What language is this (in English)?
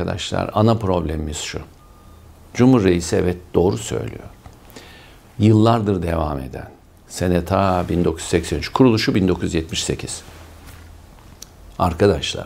Turkish